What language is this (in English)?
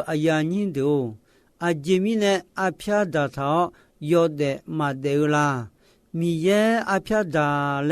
Akha